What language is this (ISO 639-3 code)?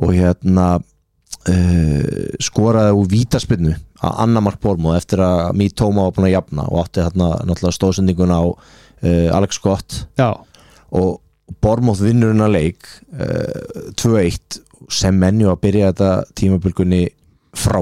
isl